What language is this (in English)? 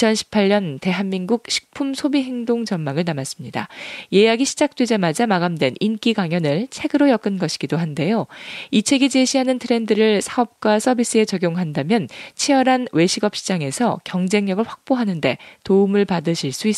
Korean